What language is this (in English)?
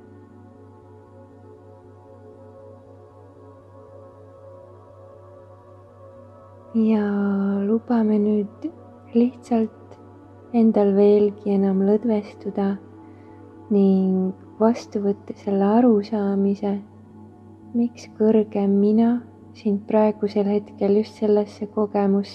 Estonian